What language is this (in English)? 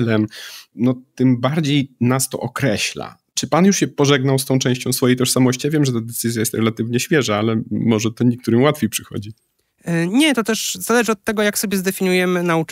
Polish